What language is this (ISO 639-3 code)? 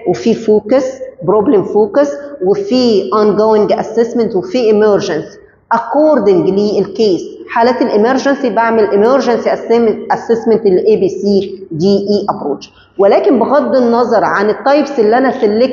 arz